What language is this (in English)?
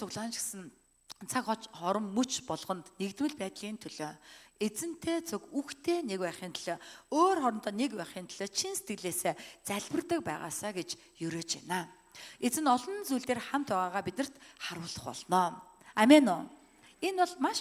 Mongolian